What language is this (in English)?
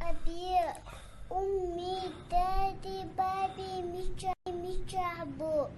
Chechen